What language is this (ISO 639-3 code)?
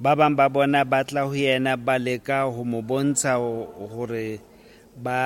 sot